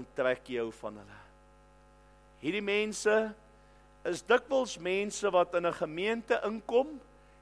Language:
Afrikaans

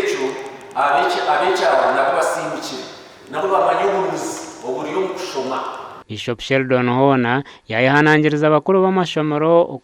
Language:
Nyankole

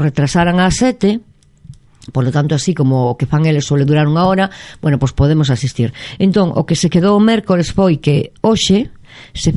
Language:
Galician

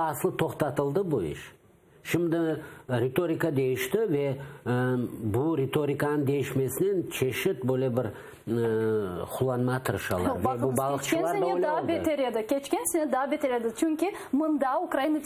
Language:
Crimean Tatar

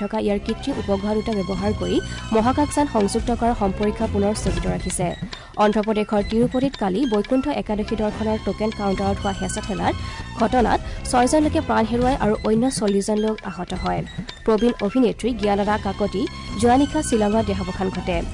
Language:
Assamese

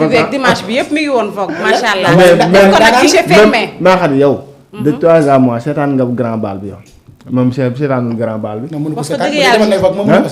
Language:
Wolof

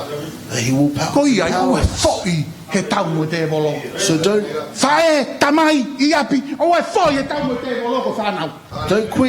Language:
Tongan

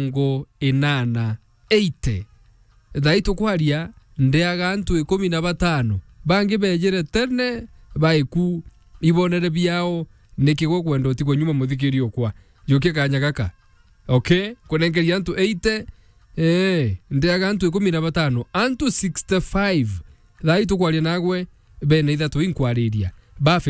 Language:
Meru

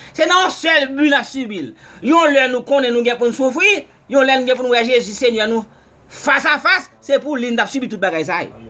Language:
Haitian Creole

